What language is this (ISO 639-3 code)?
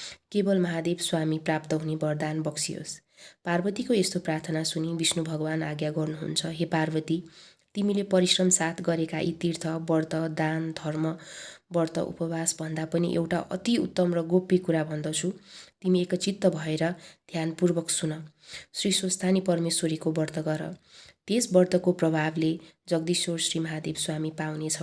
nep